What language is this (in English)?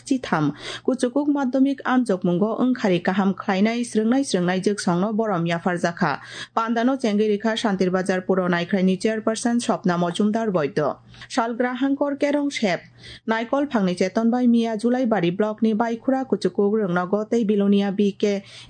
Kok Borok